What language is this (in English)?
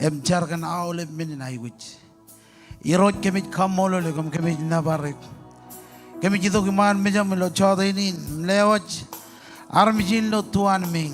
Marshallese